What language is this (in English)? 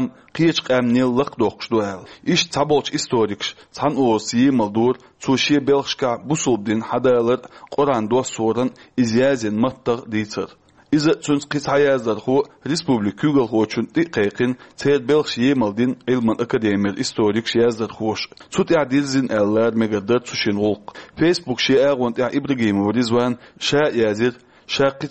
Chechen